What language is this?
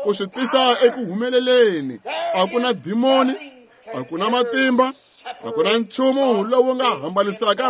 Tsonga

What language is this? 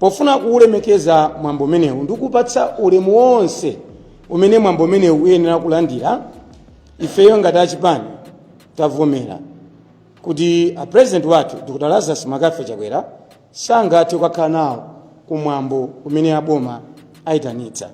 Nyanja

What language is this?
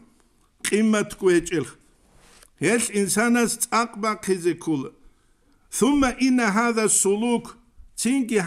Avaric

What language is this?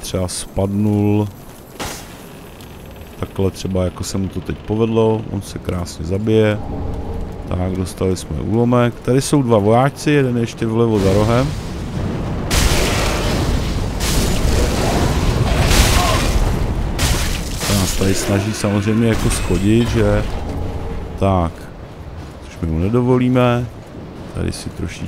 Czech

